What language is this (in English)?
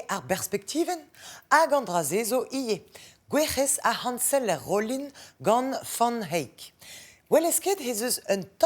Breton